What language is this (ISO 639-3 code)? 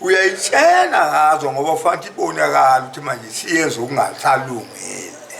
zul